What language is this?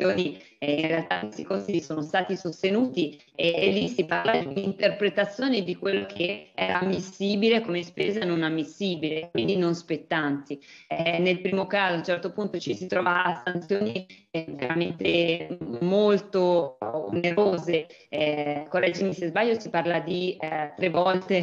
Italian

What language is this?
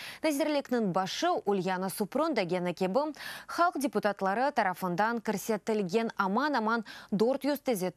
Crimean Tatar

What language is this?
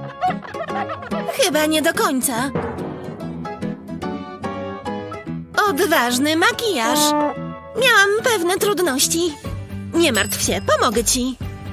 Polish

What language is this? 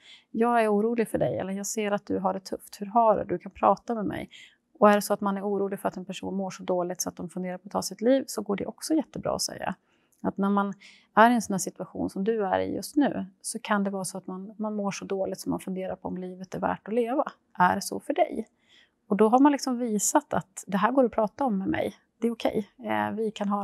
Swedish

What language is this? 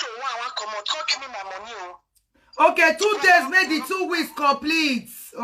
Nigerian Pidgin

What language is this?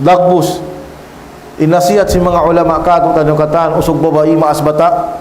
Tausug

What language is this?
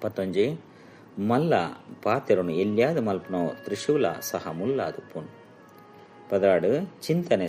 Tulu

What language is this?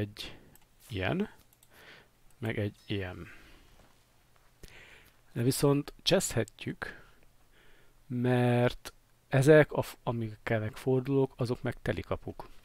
Hungarian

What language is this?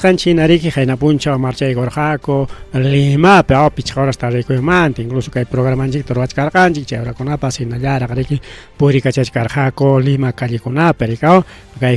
Ayacucho Quechua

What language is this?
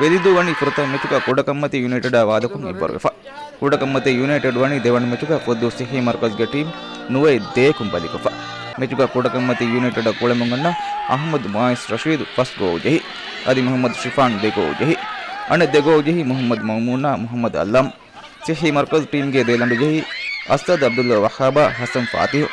Divehi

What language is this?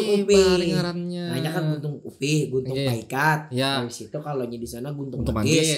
Banjar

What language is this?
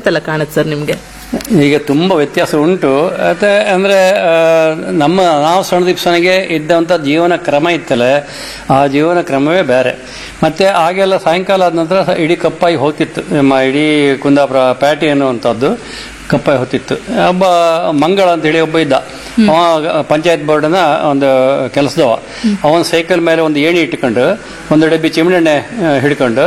Kannada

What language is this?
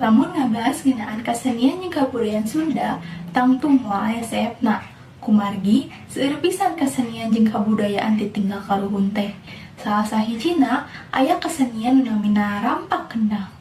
Sundanese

